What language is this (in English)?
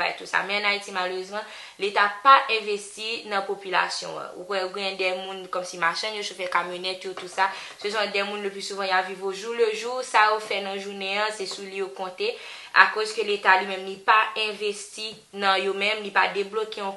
Haitian Creole